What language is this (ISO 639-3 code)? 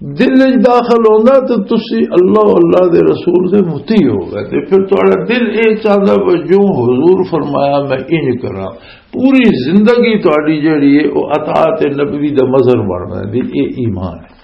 lah